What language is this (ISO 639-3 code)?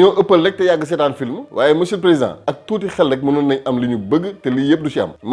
wol